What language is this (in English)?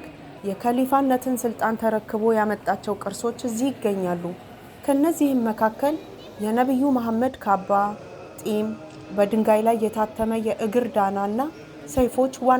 Amharic